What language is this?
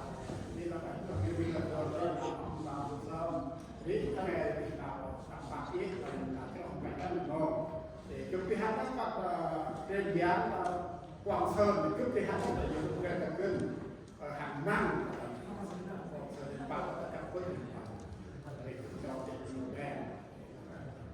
Central Mnong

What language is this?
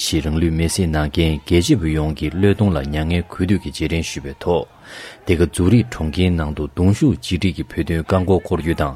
Tibetan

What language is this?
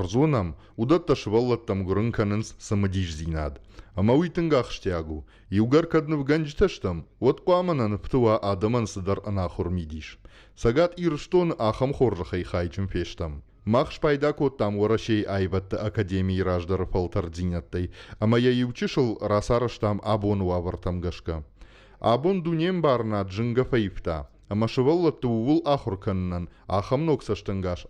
Ossetic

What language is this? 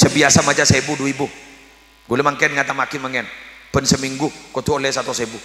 Madurese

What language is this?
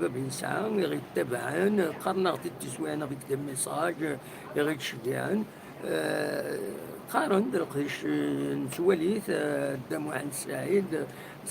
Kabyle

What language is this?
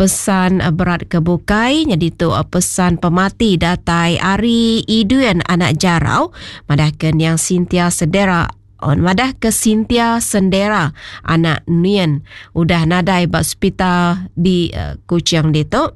Iban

